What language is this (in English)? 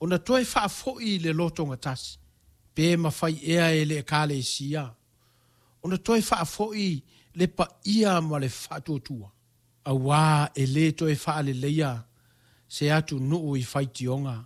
Samoan